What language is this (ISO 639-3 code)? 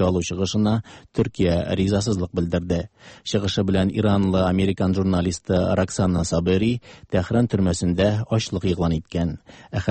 tat